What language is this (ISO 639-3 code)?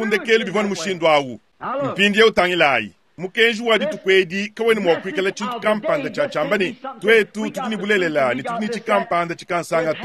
lua